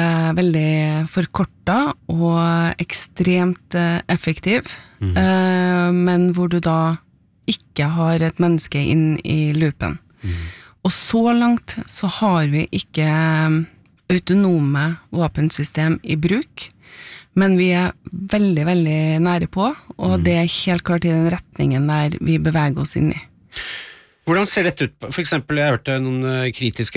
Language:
Norwegian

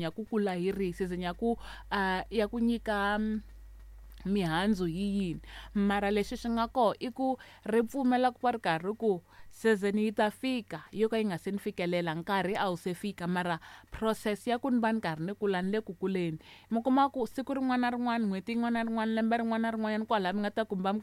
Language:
Tsonga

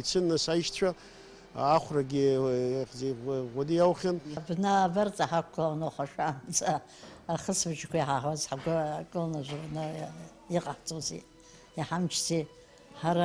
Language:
Abkhazian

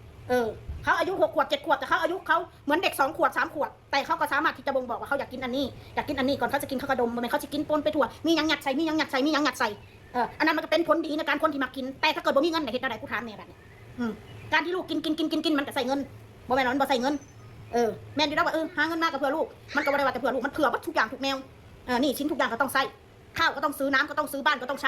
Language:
Northeastern Thai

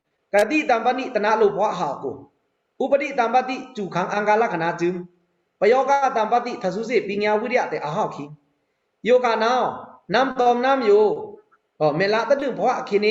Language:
Pa'o Karen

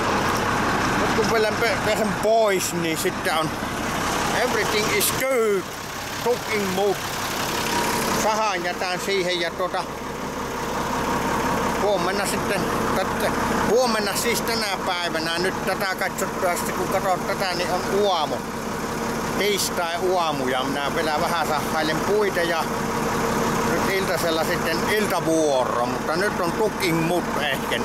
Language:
Finnish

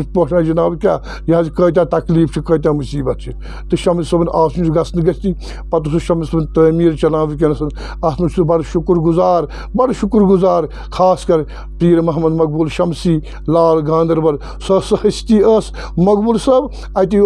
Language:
Kashmiri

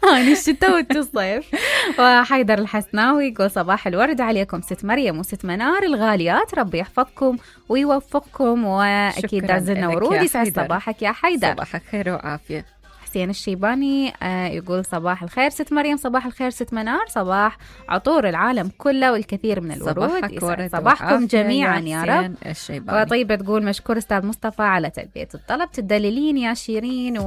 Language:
Mesopotamian Arabic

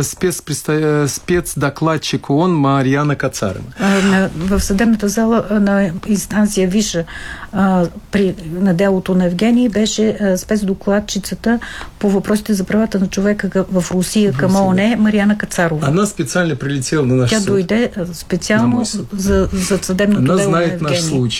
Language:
Bulgarian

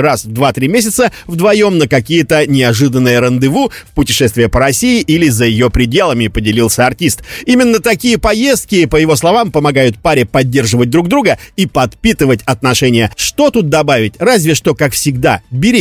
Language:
Russian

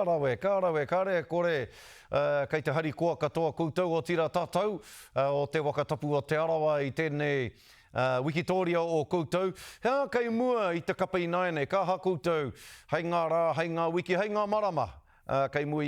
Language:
Māori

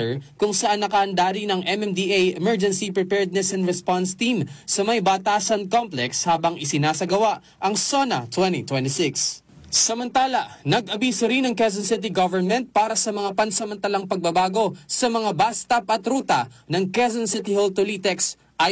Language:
Filipino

